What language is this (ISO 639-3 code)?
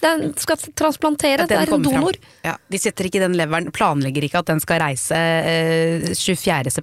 nor